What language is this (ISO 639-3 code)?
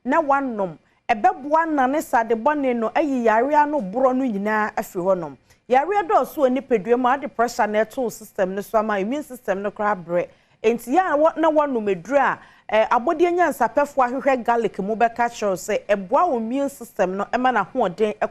aka